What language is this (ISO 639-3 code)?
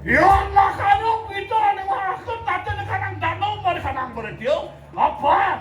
ban